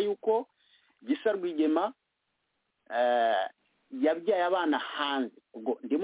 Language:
Kinyarwanda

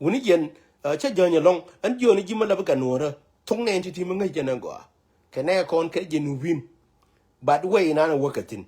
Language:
Nuer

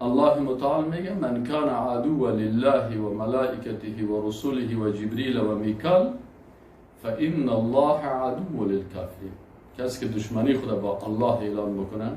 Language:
Persian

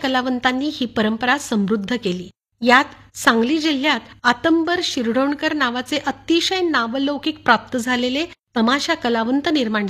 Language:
Marathi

